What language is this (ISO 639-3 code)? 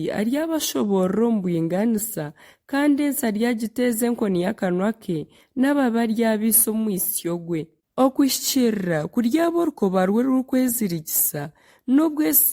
nyn